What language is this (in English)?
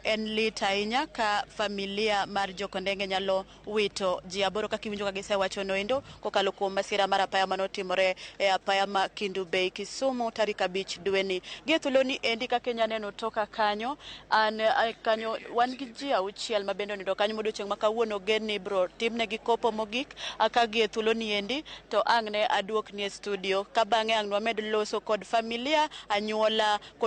Luo (Kenya and Tanzania)